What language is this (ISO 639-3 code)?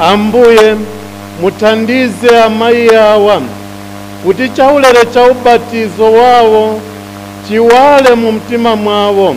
nya